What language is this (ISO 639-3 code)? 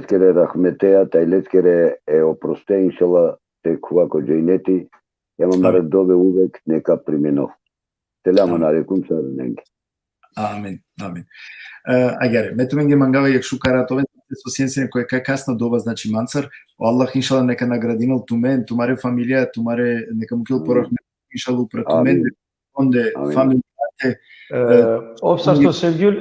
rmn